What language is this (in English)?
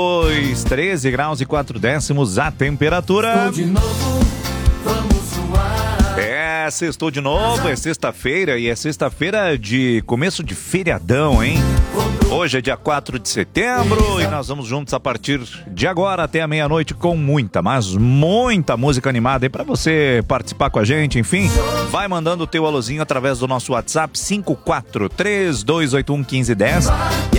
Portuguese